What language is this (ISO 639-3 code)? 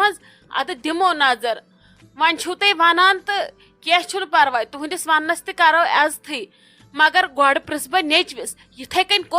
kas